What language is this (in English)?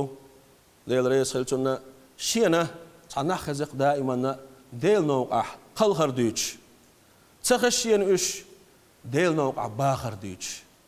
Chechen